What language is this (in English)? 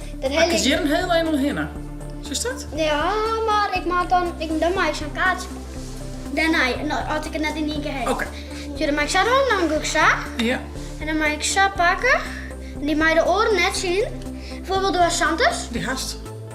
Western Frisian